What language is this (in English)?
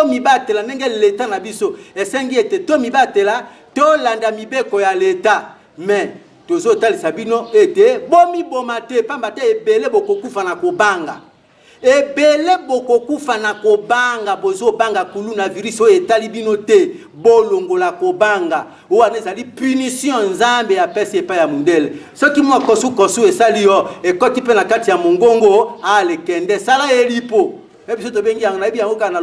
Lingala